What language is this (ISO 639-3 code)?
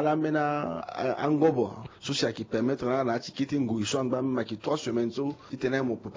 sag